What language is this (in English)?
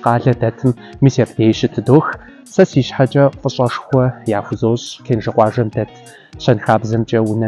Kabardian